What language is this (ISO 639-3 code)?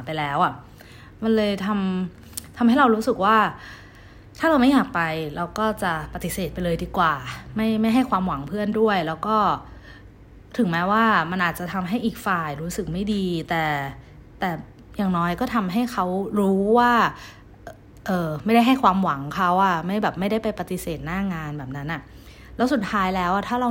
tha